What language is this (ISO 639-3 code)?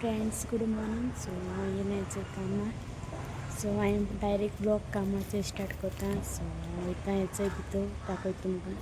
kok